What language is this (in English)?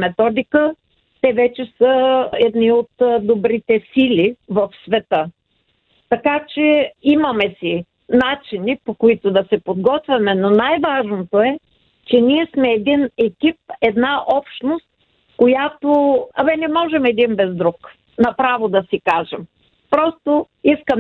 Bulgarian